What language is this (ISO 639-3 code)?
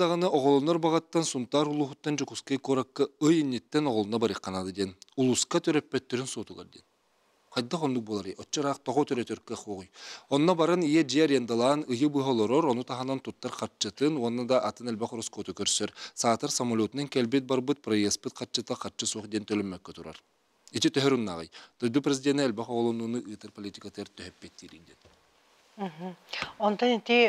sah